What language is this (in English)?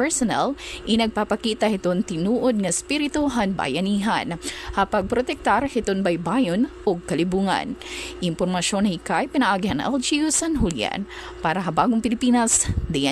Waray